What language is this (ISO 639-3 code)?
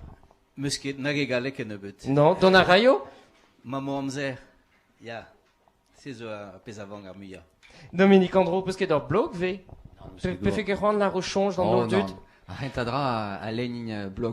bre